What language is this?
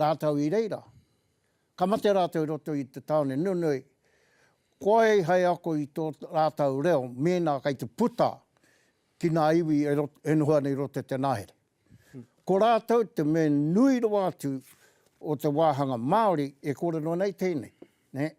Māori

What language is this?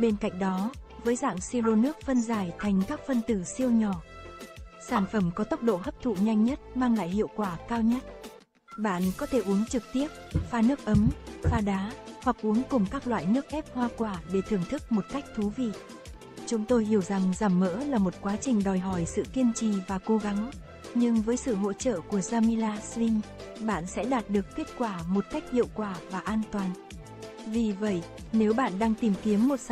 Vietnamese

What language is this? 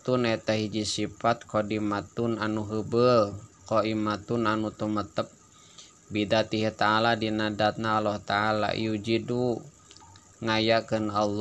Sundanese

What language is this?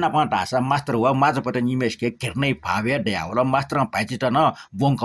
Newari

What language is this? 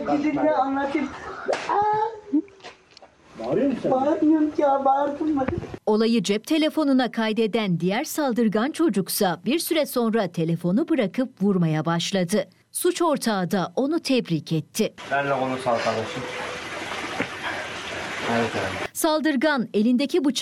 Turkish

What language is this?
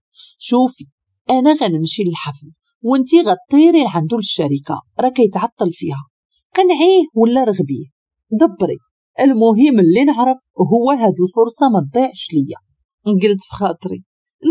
Moroccan Arabic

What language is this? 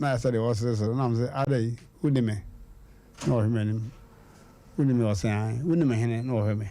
Akan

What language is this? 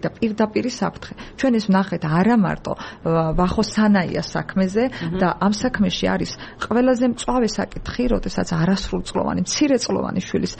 Georgian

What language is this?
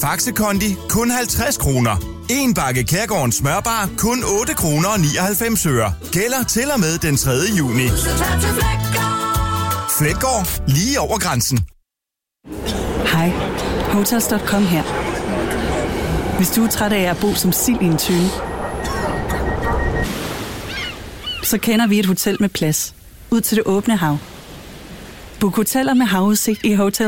Danish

